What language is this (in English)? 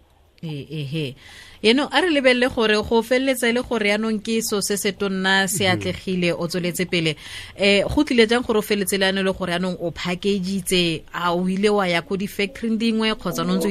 Tswana